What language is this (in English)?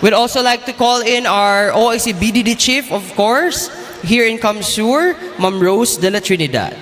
Bikol